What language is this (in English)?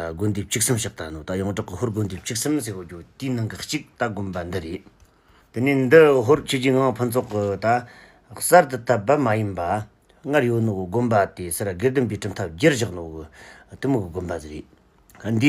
Tibetan